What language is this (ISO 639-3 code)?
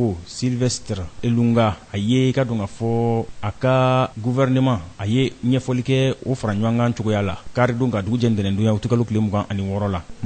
bam